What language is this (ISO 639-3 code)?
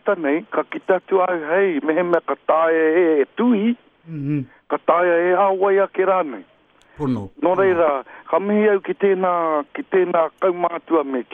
mri